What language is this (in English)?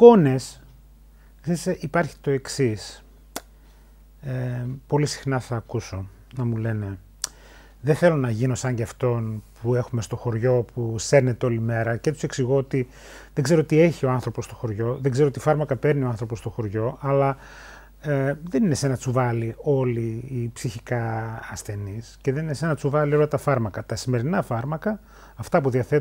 Greek